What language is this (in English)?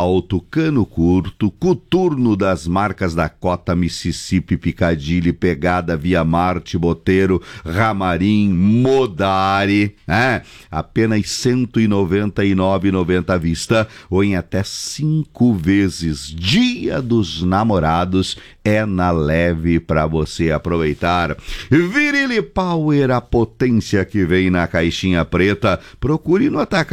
Portuguese